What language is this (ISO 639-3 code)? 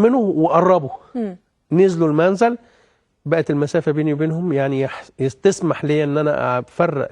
arz